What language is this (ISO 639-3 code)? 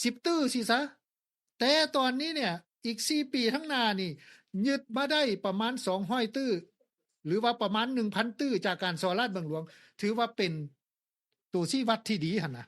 lao